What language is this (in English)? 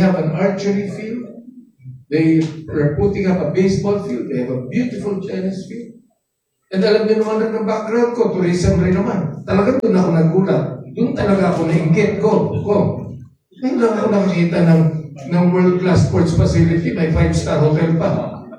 Filipino